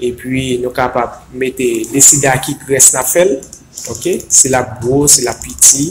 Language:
Haitian Creole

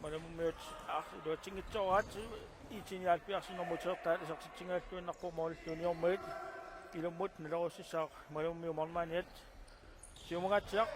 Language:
Kalaallisut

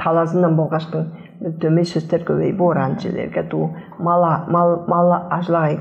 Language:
Tuvinian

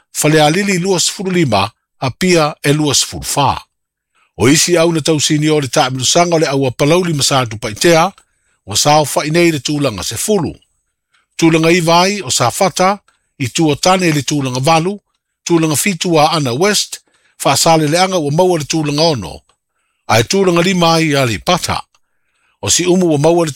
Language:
Samoan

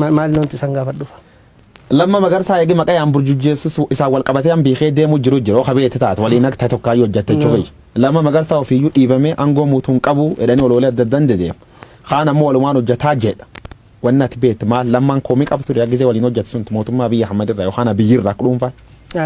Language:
Oromo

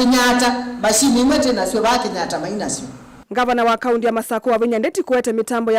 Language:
Kamba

